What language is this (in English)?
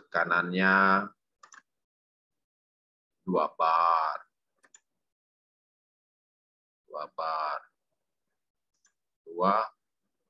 Indonesian